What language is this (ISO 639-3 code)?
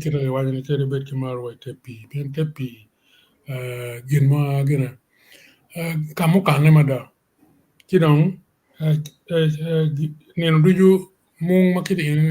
ach